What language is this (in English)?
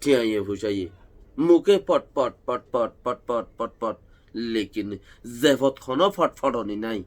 Rohingya